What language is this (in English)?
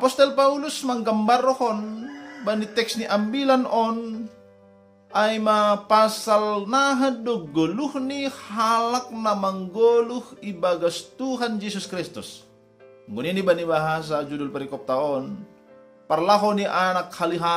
Batak Simalungun